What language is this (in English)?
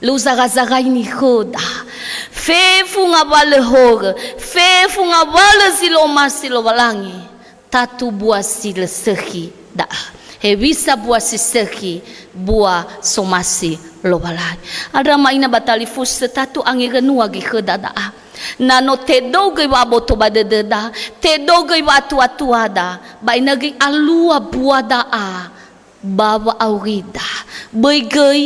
Nias